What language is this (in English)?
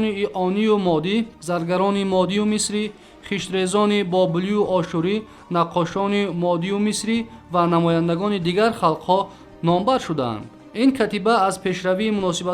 Tajik